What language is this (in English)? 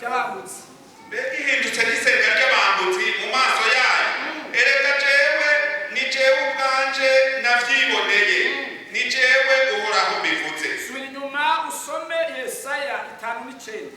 Rundi